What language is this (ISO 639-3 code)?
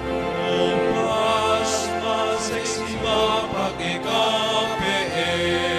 bts